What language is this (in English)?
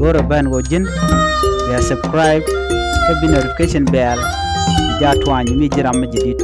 Nuer